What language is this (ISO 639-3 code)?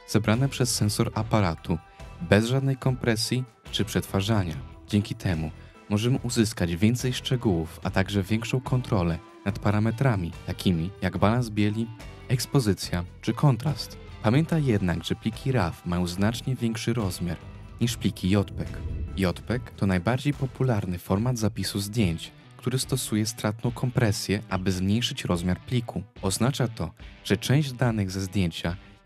pol